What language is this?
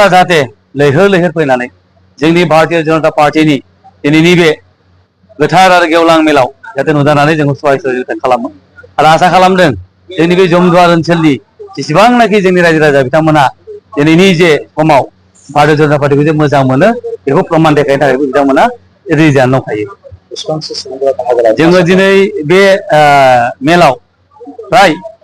Bodo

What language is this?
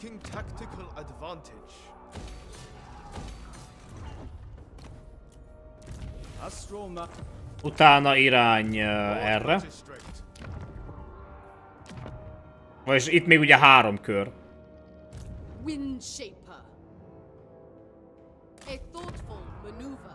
Hungarian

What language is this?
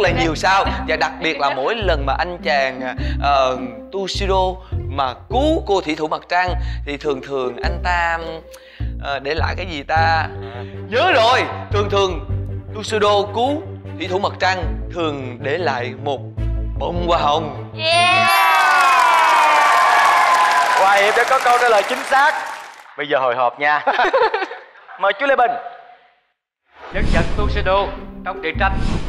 Vietnamese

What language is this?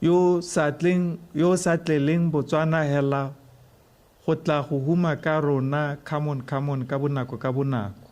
Tswana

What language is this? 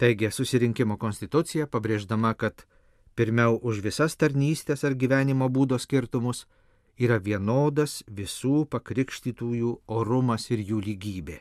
Lithuanian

